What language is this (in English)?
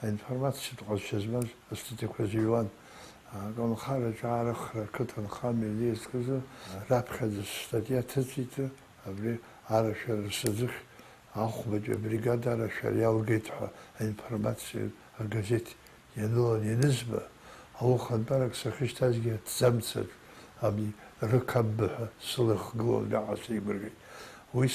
Abkhazian